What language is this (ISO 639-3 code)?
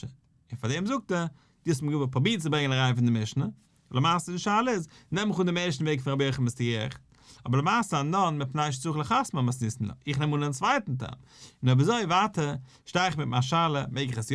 yid